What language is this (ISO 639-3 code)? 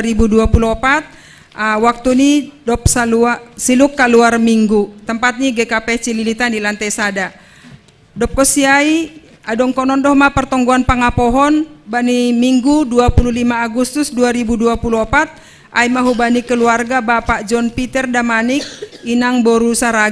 bts